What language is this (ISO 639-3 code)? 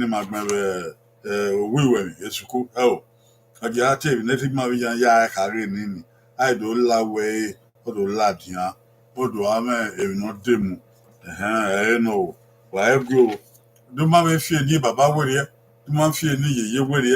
bin